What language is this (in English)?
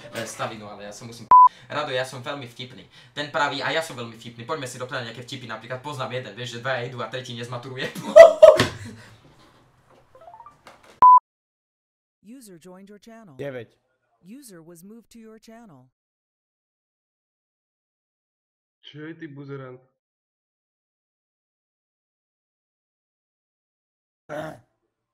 Slovak